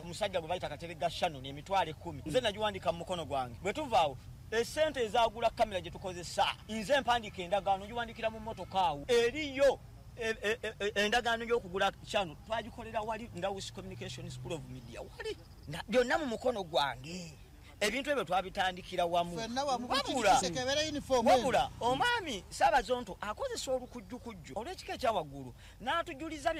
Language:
Ganda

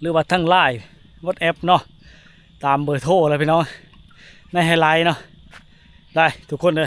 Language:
Lao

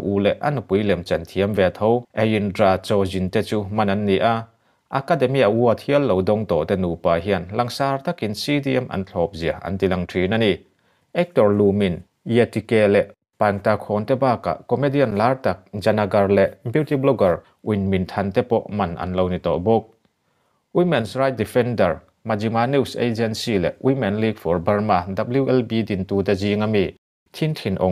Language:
Mizo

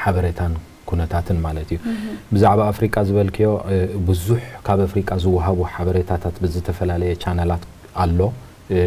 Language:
Tigrinya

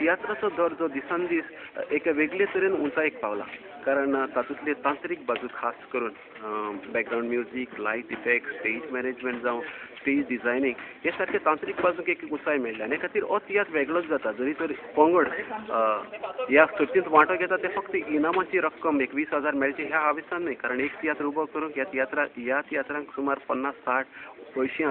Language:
Konkani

